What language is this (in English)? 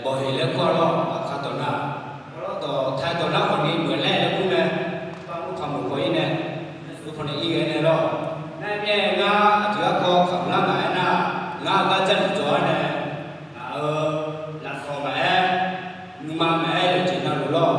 Akha